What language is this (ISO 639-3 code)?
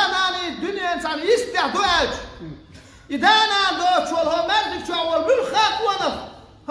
che